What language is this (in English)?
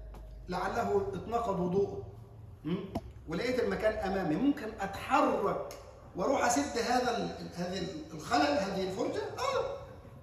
Egyptian Arabic